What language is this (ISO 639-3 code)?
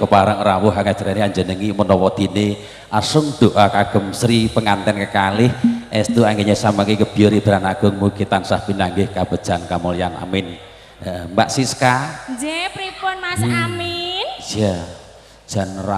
jav